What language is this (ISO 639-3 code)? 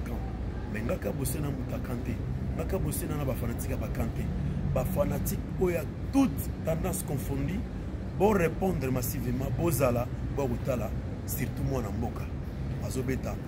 lin